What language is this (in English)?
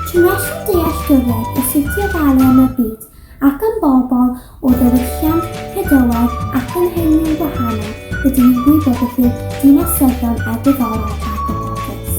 Welsh